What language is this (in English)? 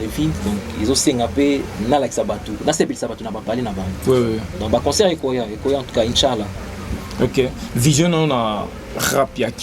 Lingala